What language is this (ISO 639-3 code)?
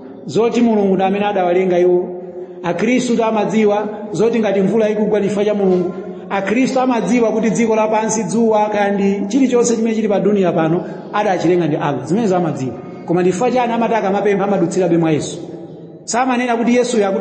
nya